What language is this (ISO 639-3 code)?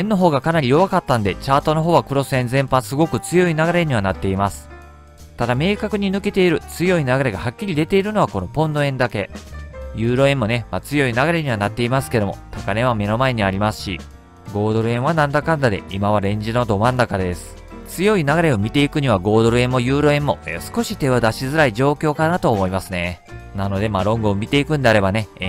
jpn